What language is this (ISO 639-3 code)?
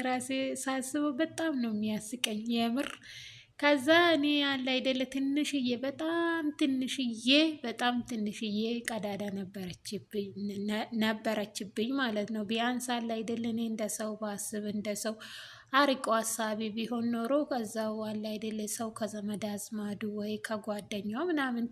amh